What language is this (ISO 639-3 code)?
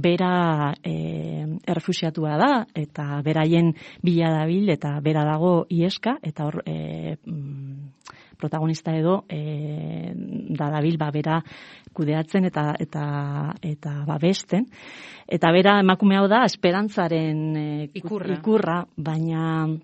eus